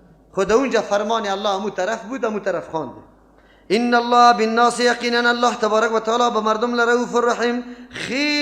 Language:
Persian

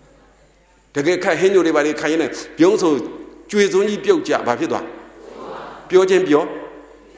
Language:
Burmese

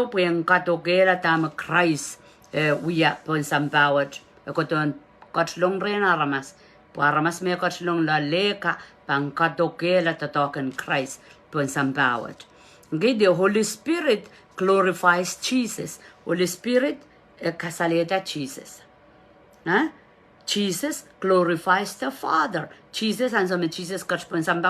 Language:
Pohnpeian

